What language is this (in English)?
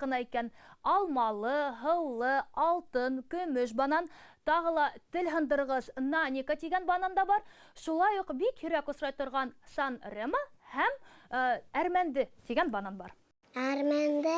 Bashkir